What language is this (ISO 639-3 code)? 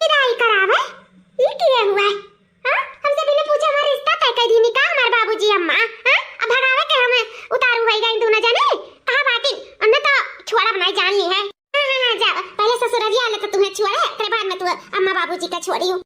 awa